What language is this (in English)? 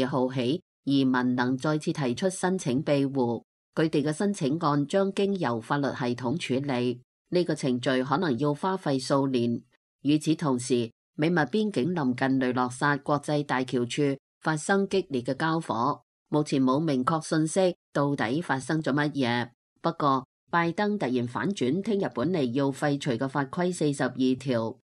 Cantonese